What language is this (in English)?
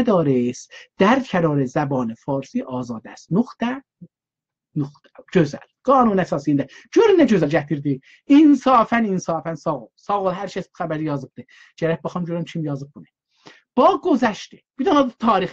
South Azerbaijani